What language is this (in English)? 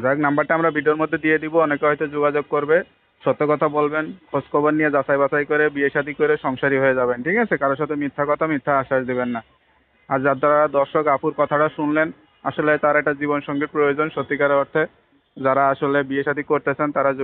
Bangla